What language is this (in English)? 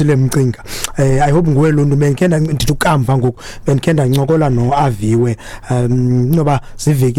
Xhosa